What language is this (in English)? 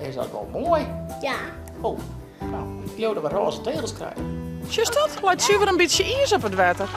Western Frisian